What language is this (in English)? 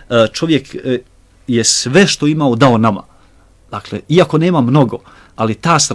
Bosnian